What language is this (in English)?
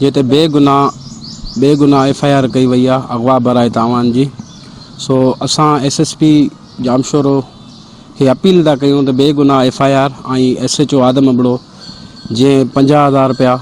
Sindhi